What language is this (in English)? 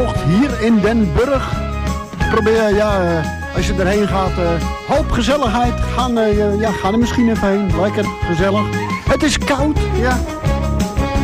Dutch